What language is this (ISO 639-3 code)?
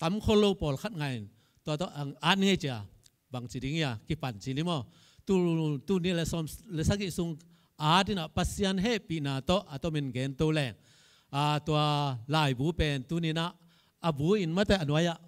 ctd